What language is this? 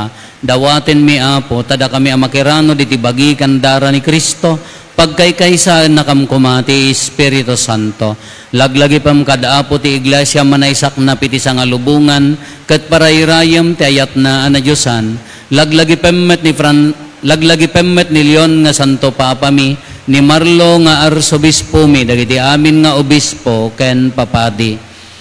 Iloko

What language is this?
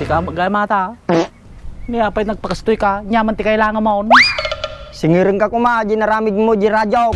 Iloko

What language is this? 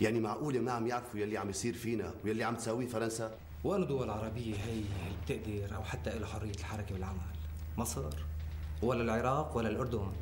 North Levantine Arabic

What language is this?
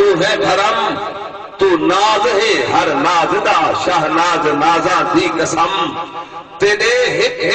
Saraiki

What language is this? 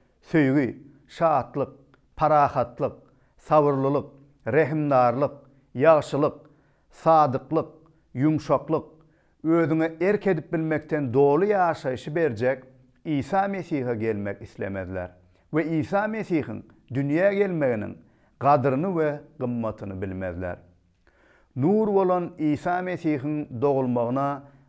Turkmen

